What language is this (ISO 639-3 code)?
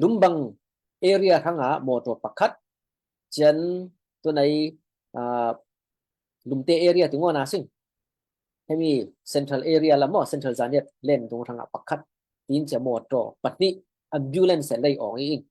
cfm